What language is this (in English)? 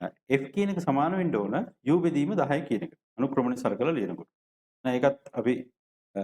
Sinhala